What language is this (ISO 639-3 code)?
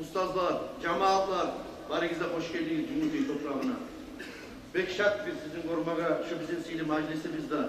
kum